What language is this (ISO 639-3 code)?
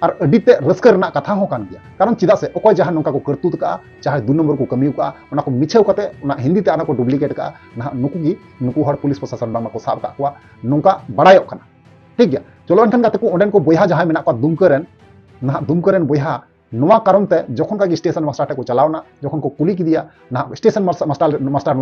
sat